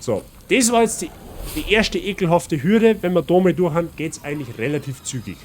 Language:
Bavarian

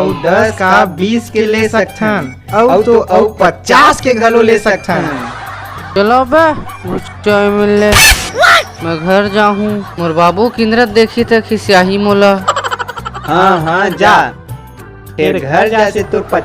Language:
Chhattisgarhi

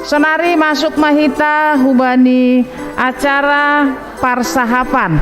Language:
Batak Simalungun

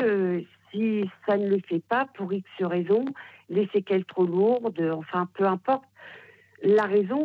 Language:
French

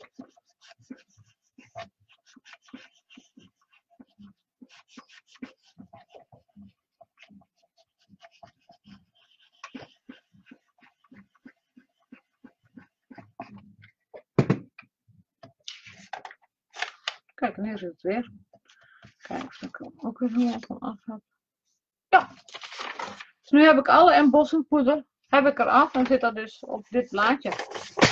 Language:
Dutch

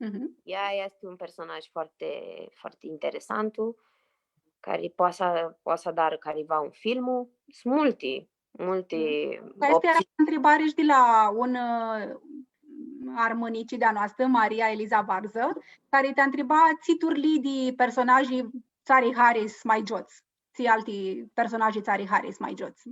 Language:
Aromanian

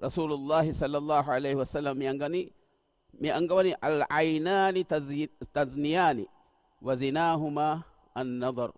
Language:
Divehi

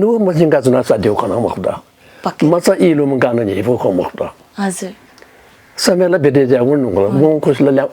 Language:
Newari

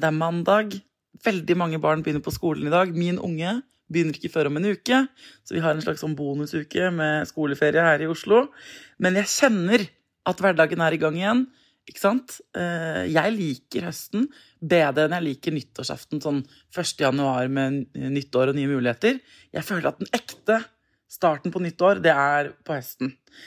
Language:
Norwegian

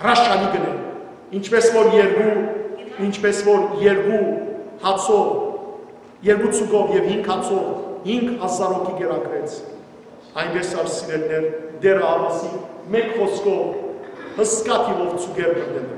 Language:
Western Armenian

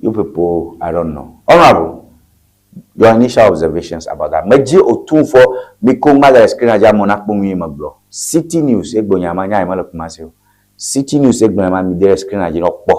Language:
Ewe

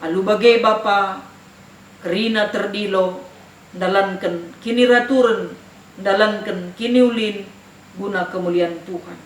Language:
Batak Karo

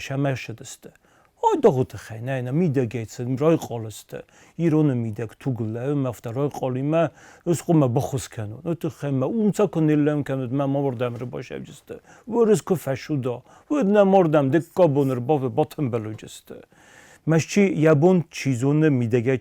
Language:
Ossetic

